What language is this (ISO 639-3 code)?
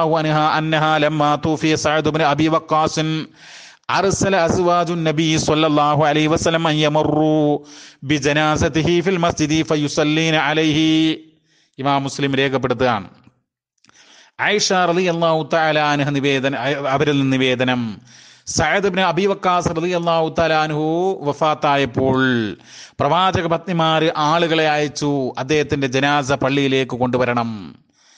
mal